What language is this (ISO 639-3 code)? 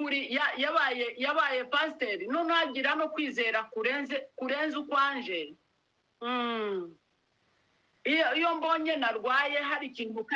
kin